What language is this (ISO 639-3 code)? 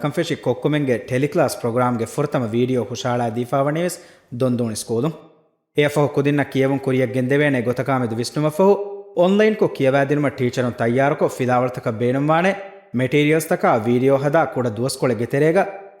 div